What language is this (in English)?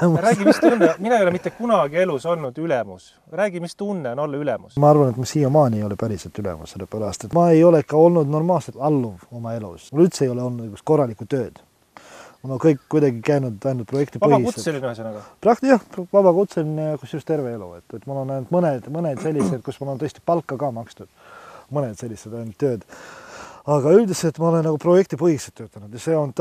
Estonian